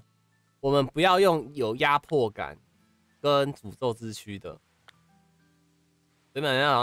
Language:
Chinese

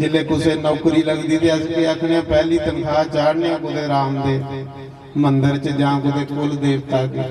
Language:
Dogri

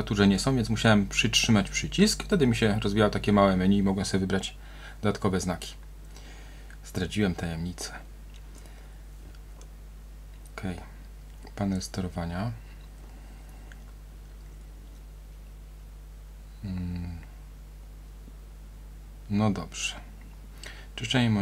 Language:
Polish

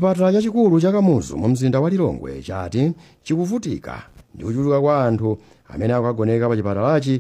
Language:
Nyanja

